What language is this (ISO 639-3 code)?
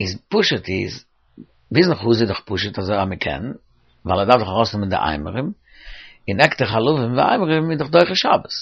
yid